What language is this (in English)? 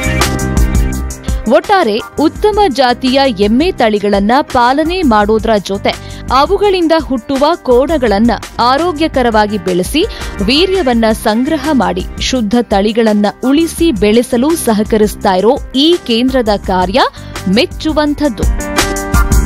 Kannada